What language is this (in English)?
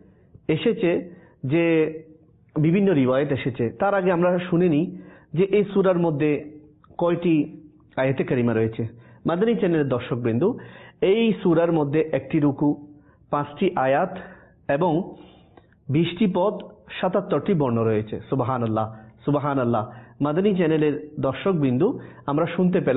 Bangla